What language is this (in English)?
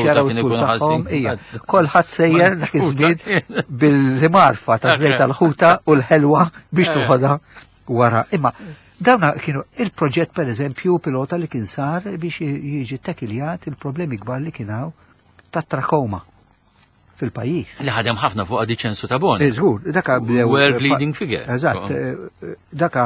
Maltese